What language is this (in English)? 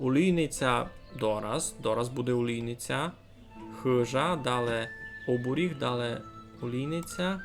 Rusyn